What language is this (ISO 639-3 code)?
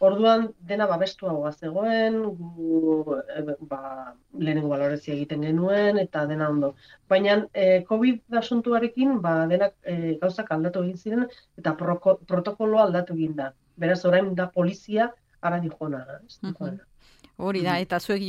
eus